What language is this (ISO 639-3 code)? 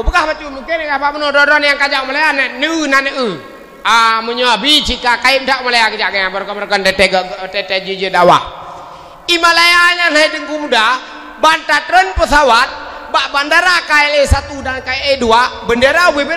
ace